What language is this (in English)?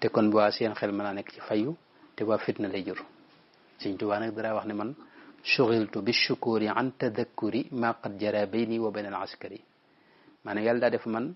Wolof